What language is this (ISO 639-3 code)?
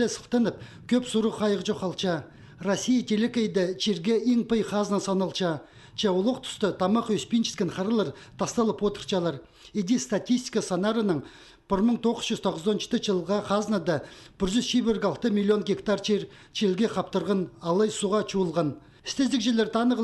kjh